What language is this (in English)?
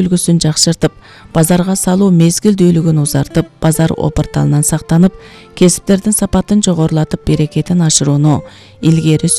Kyrgyz